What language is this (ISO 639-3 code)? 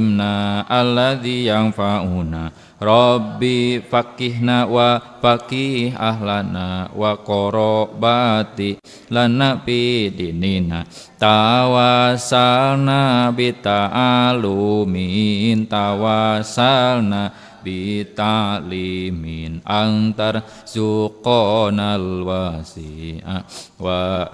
sun